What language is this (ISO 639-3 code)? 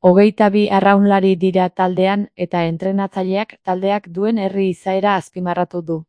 eus